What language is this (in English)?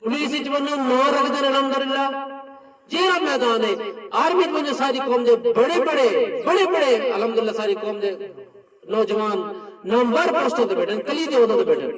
Saraiki